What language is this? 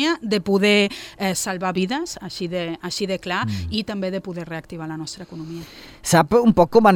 Catalan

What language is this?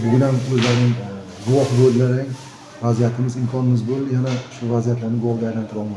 Uzbek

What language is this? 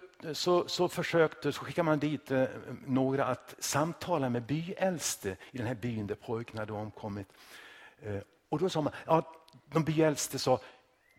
Swedish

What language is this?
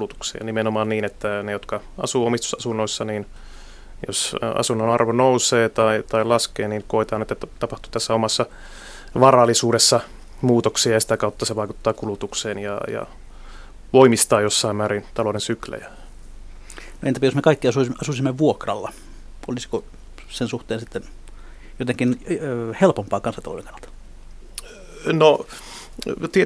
Finnish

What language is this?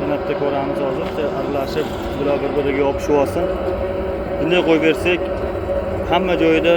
Uzbek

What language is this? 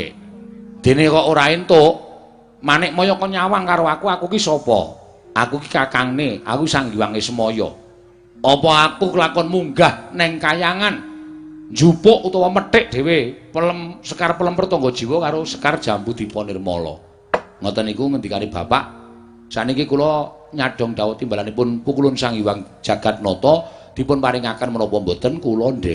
Javanese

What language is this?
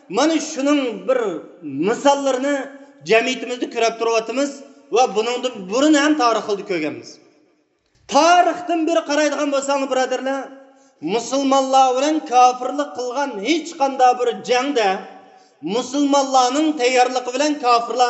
Uyghur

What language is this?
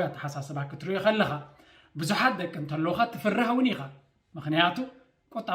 Tigrinya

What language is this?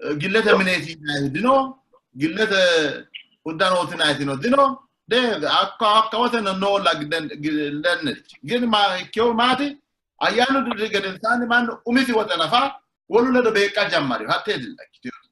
Sidamo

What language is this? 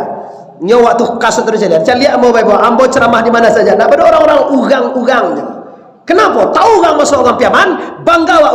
Minangkabau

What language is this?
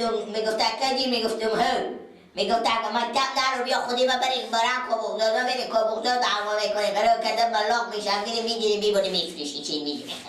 Persian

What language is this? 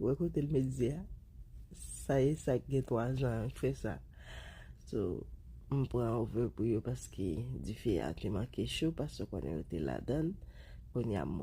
Haitian Creole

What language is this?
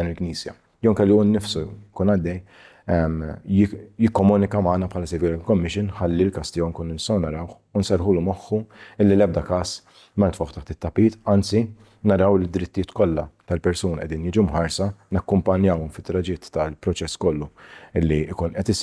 Maltese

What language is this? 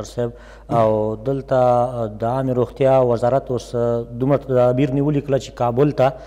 Pashto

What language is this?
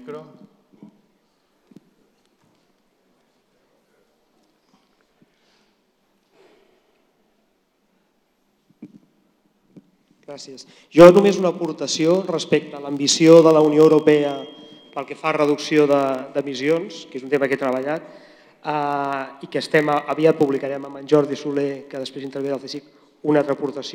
Catalan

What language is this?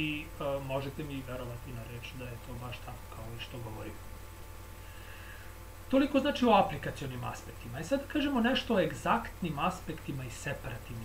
Serbian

